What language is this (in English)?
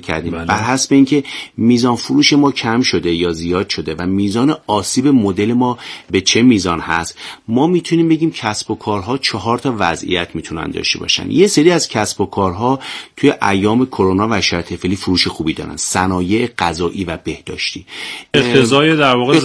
Persian